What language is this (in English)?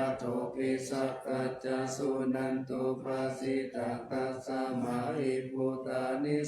Pali